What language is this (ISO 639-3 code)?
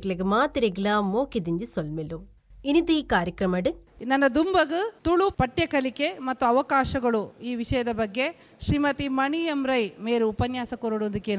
tcy